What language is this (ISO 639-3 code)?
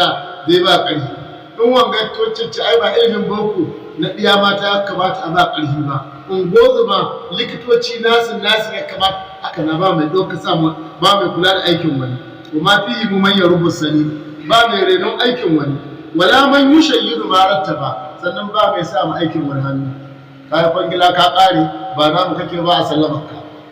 hau